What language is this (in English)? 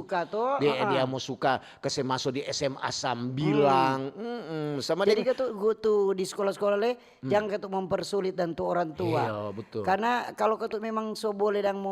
Manado Malay